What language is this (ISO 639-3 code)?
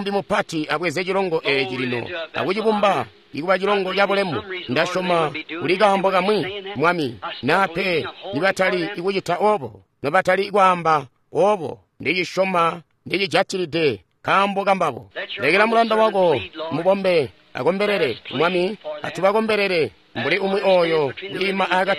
toi